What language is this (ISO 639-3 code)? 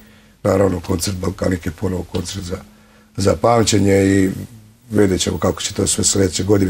srp